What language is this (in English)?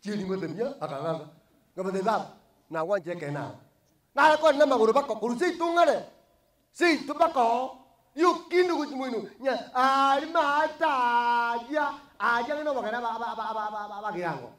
Gusii